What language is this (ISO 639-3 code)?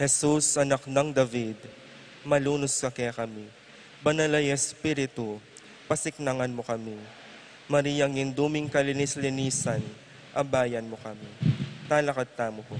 pam